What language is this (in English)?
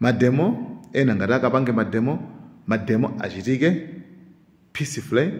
Nyanja